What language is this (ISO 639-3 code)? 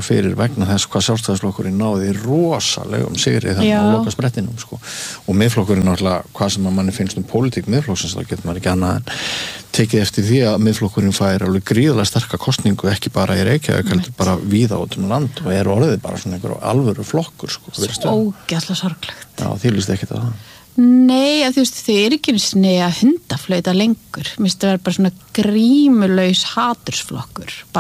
isl